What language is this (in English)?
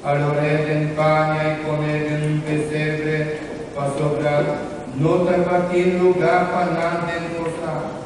Papiamento